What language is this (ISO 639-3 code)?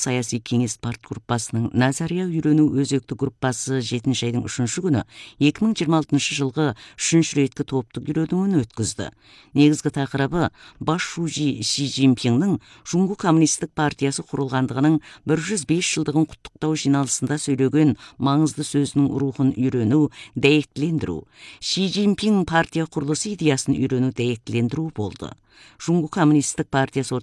kaz